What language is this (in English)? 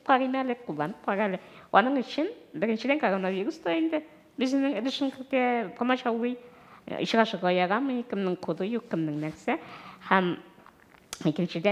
Tatar